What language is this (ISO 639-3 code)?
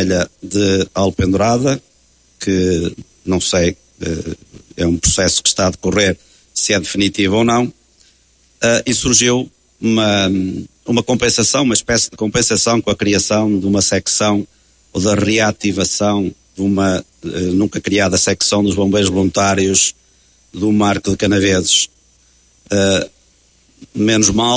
por